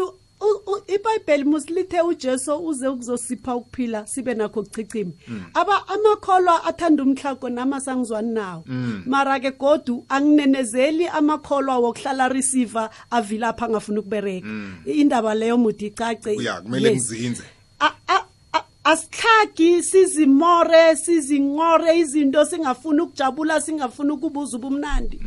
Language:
South Ndebele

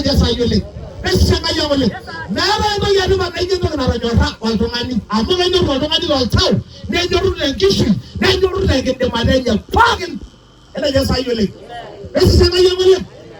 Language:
Masai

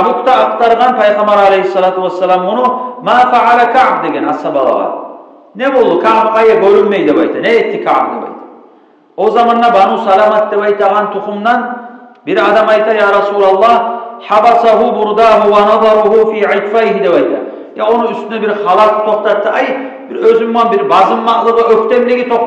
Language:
Kumyk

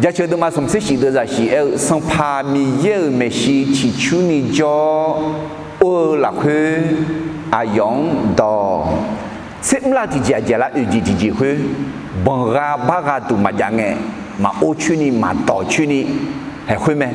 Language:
Akha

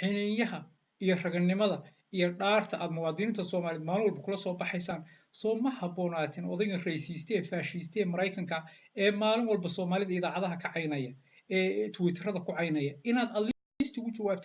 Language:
Somali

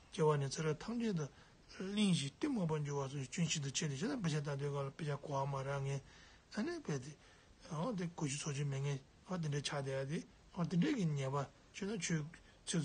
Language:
Tibetan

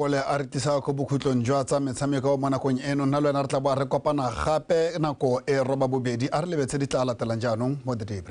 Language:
Tswana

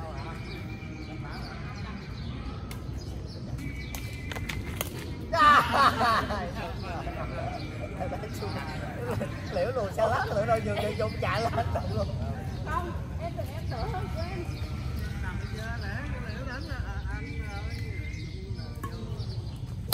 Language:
Vietnamese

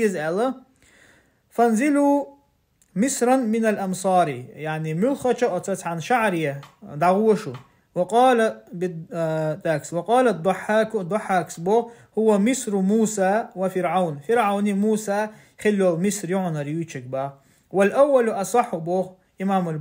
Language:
Chechen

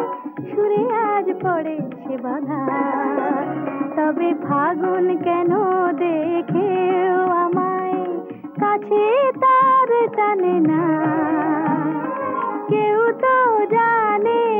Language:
Bangla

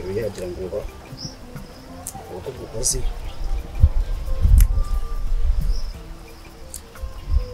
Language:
Kinyarwanda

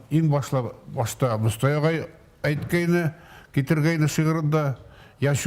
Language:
Bashkir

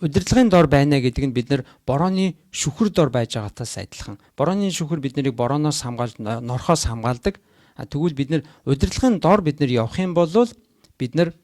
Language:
Mongolian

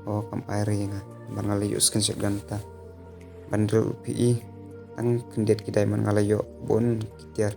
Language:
Khasi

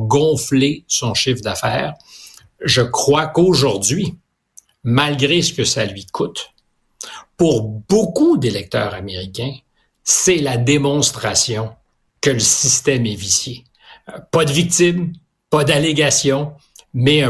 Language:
French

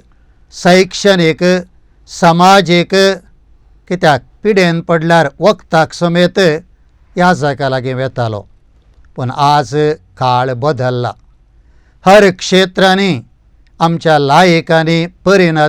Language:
Konkani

